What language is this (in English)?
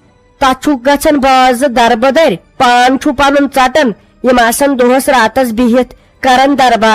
Kashmiri